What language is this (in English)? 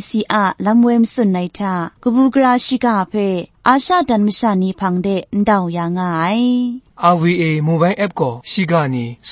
Kachin